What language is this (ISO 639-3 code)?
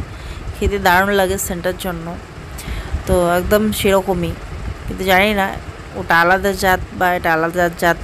ben